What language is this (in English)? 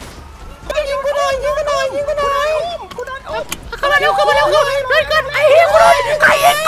Thai